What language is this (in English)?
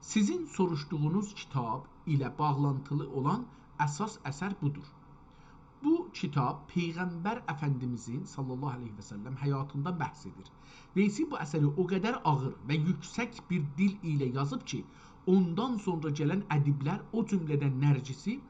South Azerbaijani